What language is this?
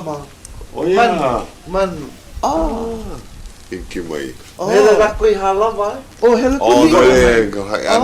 Hawaiian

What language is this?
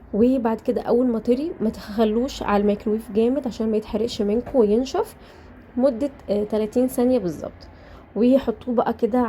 Egyptian Arabic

